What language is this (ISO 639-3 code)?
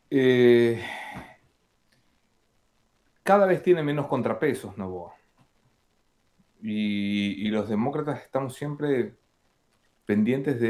spa